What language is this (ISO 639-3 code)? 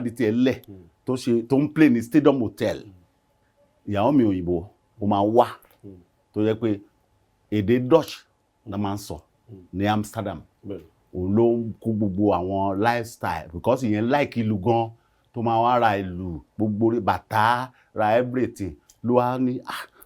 yor